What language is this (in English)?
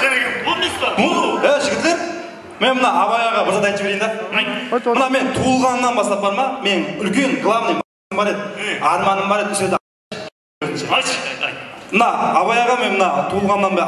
Kara-Kalpak